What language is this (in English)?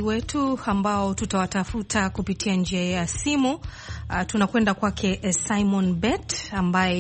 Swahili